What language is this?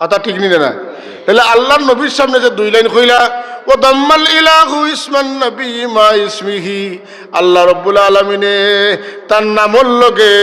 Sylheti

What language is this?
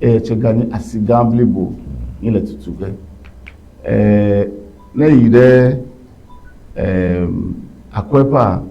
Ewe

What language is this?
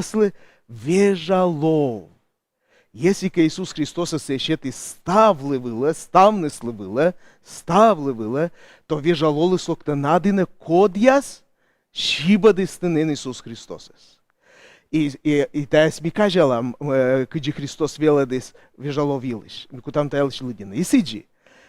Komi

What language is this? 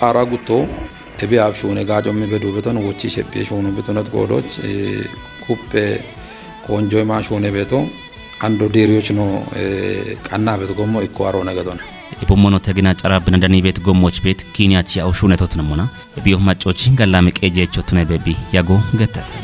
Kafa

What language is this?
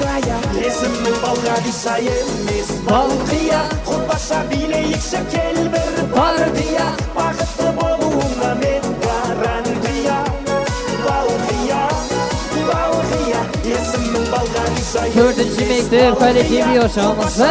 Kara-Kalpak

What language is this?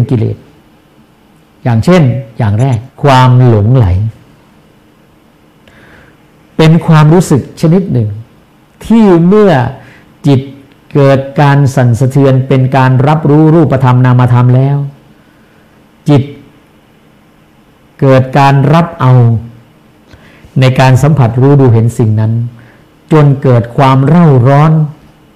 Thai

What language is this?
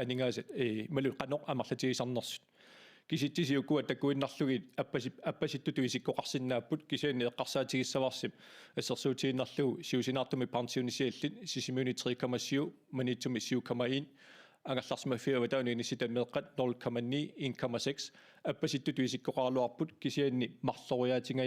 Kalaallisut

